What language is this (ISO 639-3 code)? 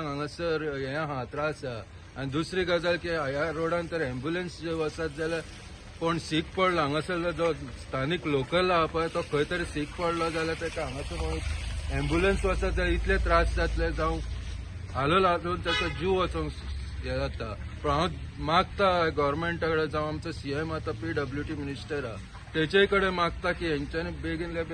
kok